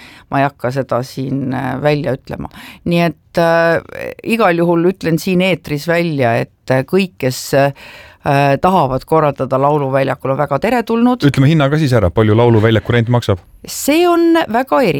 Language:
Estonian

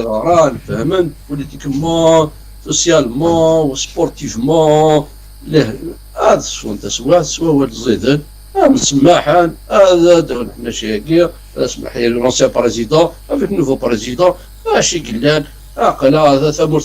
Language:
Kabyle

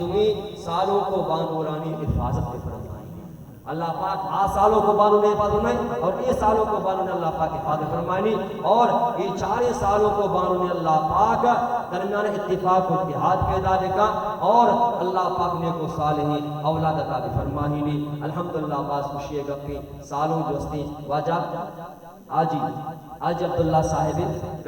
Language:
Baluchi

